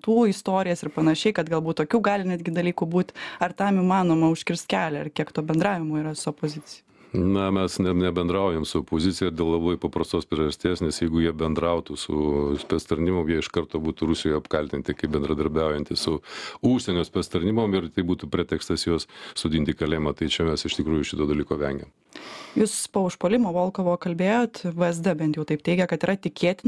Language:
Lithuanian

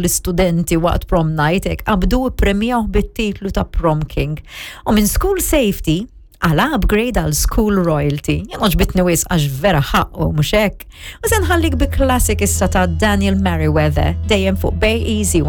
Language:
Maltese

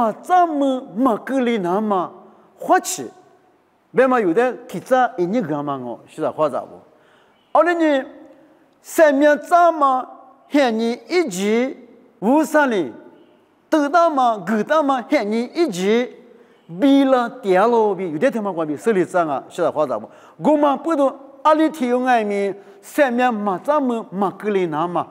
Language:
Lisu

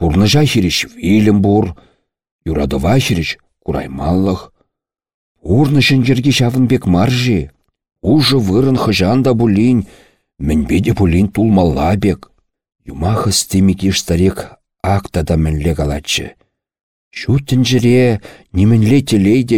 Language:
Chuvash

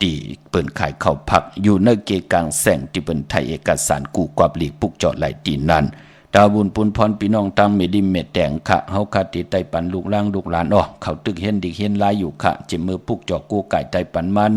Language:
Shan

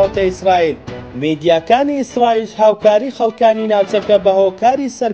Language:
Central Kurdish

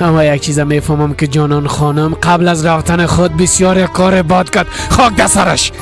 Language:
Persian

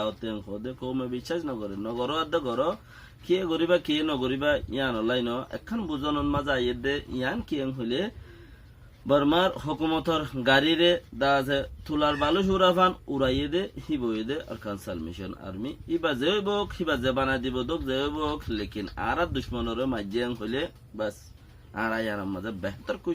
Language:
Rohingya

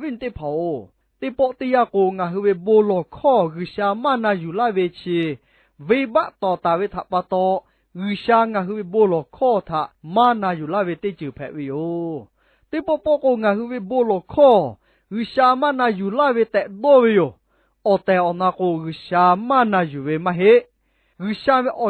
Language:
Lahu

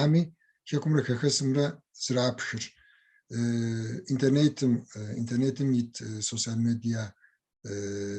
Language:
Kabardian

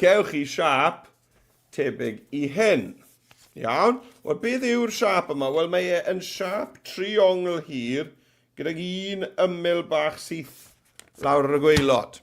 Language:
Welsh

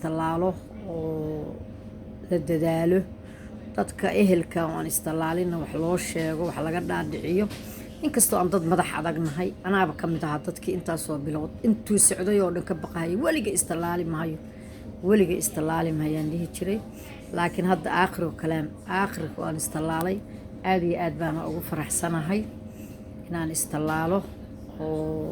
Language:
Somali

